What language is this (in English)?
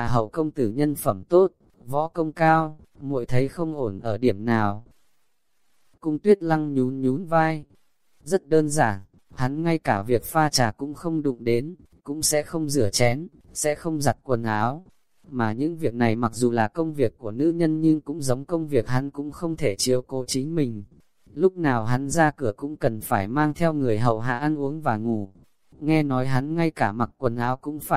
Vietnamese